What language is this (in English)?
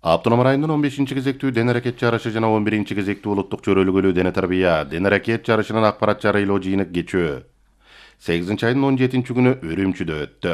Kyrgyz